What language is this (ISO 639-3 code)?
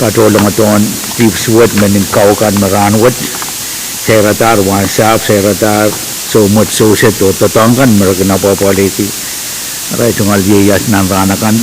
pon